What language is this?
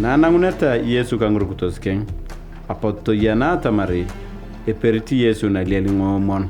Turkana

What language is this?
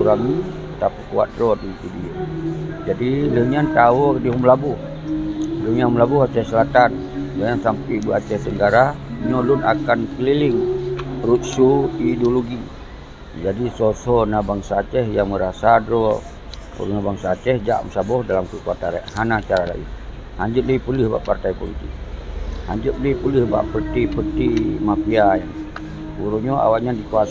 Achinese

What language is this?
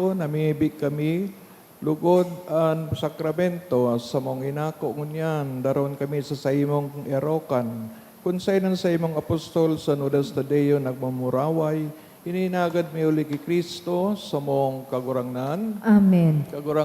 Bikol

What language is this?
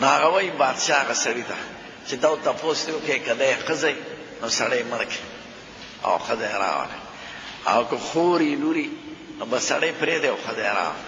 Pashto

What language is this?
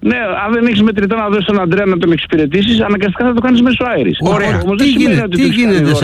Greek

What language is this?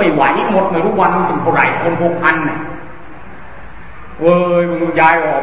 Thai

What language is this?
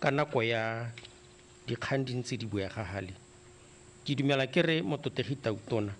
Tswana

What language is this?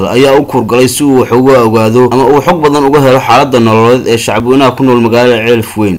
Somali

